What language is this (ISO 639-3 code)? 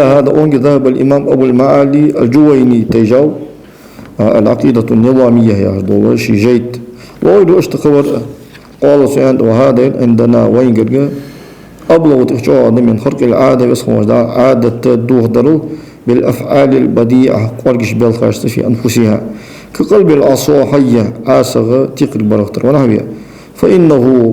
inh